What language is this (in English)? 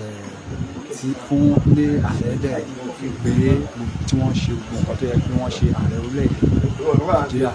Yoruba